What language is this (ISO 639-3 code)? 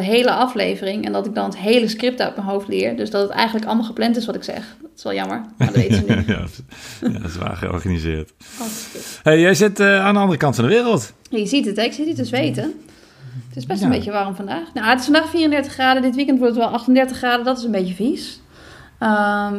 nld